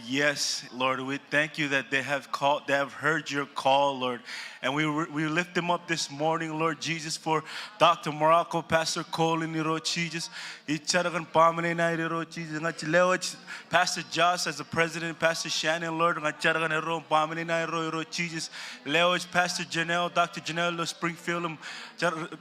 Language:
Marshallese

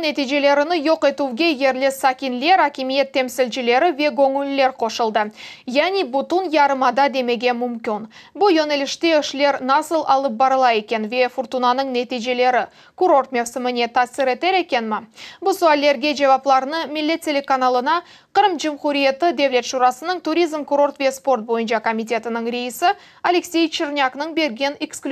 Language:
Crimean Tatar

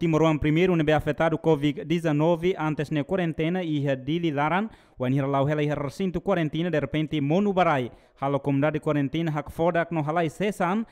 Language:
Tetum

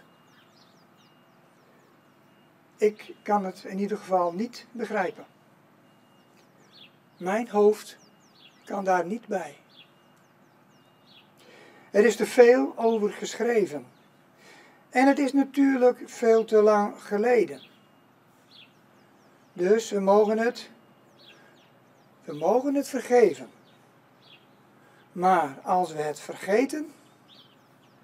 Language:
Dutch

